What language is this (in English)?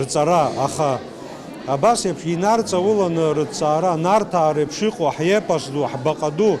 Abkhazian